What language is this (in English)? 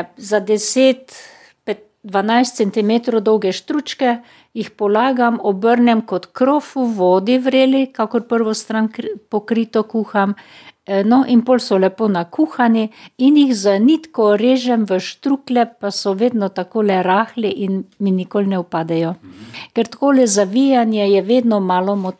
Slovenian